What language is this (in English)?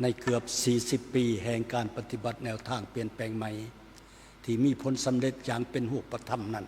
Lao